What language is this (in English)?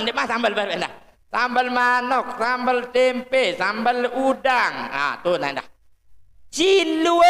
Sasak